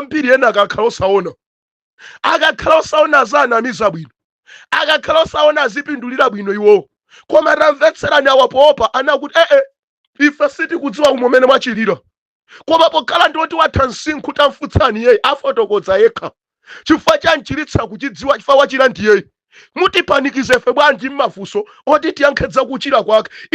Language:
Nyanja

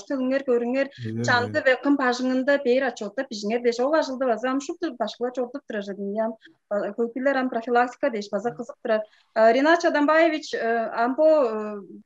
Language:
Tuvinian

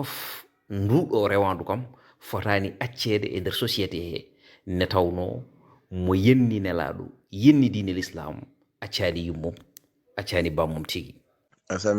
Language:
Fula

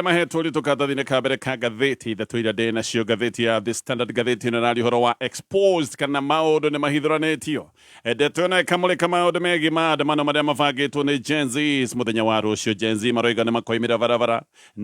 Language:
Kikuyu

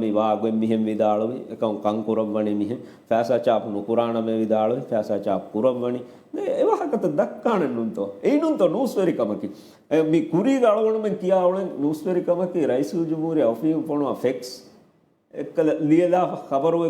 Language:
Divehi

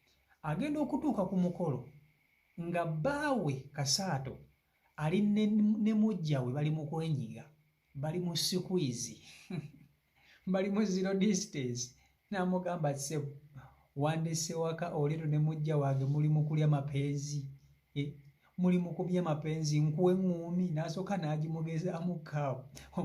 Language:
Ganda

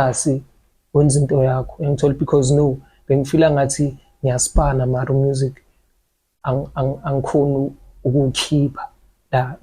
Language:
Zulu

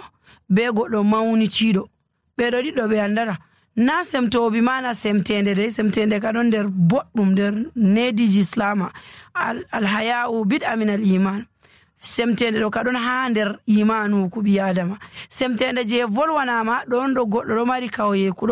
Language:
Nigerian Fulfulde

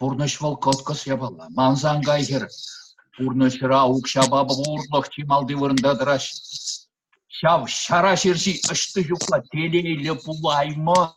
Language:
Chuvash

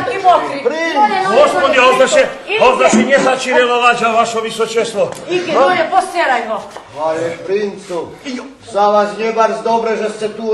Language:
Rusyn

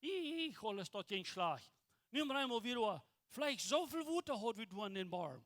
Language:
Plautdietsch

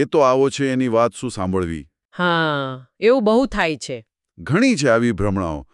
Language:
Gujarati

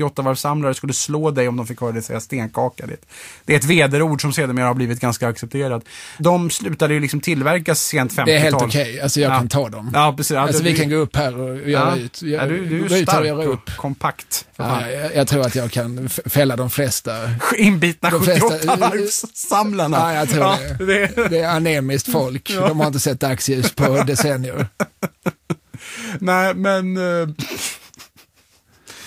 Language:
Swedish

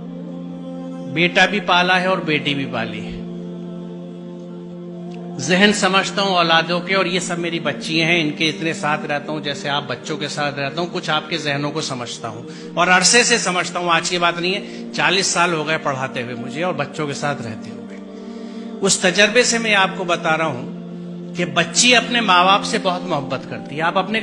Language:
Urdu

